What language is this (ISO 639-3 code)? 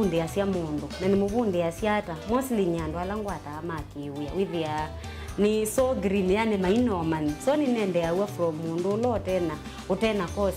kam